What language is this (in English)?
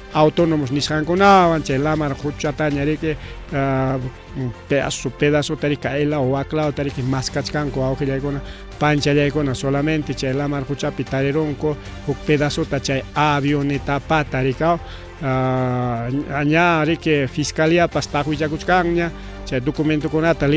Ayacucho Quechua